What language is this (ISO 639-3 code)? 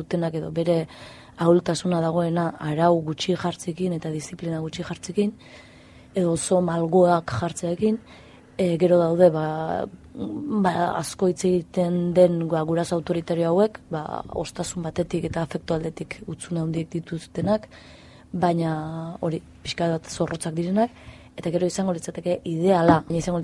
eus